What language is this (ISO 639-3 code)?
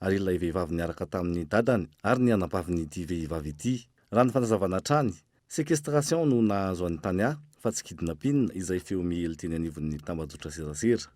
mlg